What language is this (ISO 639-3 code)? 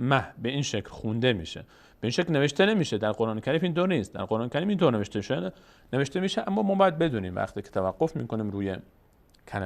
fas